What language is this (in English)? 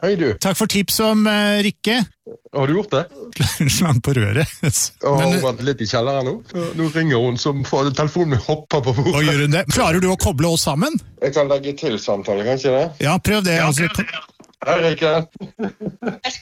Norwegian